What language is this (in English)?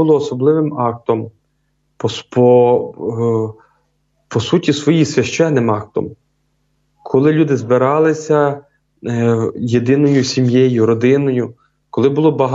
Ukrainian